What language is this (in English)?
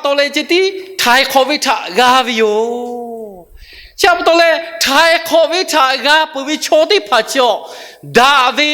Lahu